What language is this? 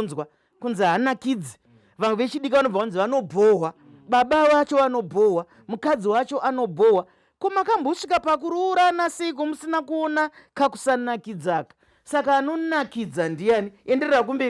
Shona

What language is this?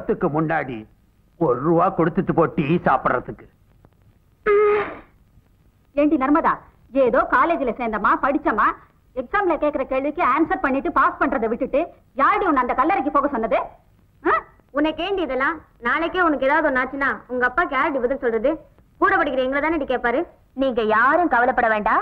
Tamil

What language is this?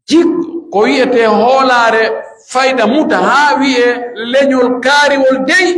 Pular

